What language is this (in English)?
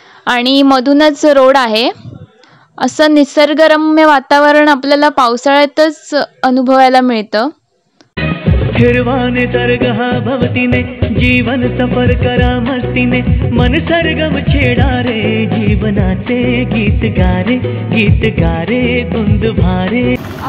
Marathi